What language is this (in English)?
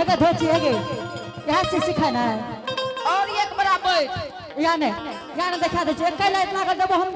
Angika